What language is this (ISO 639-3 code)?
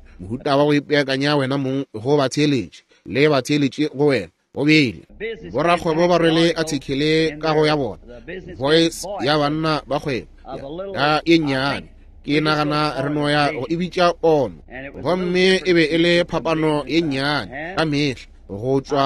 nso